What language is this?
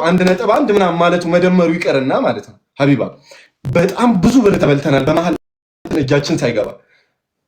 Amharic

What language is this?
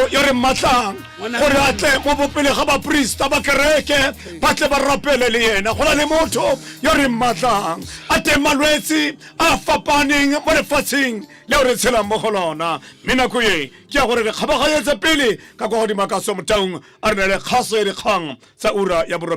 Tswana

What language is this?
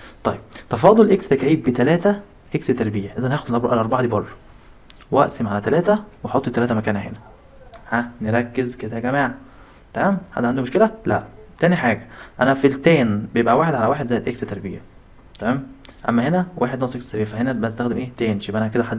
Egyptian Arabic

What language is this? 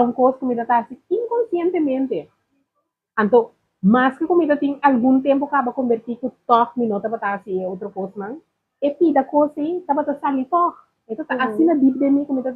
Papiamento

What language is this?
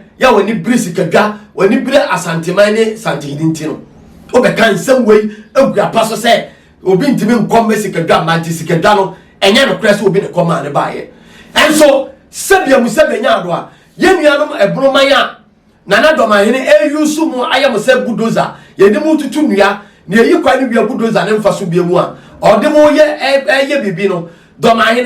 Akan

